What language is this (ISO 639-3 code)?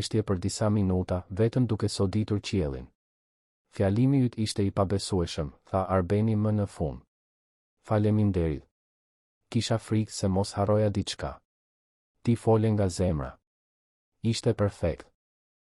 sqi